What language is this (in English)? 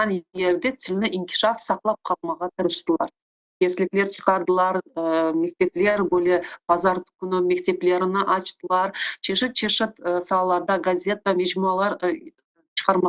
Crimean Tatar